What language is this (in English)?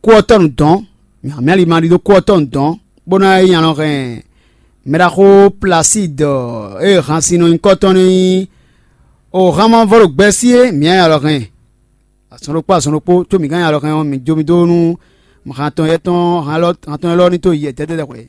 Fon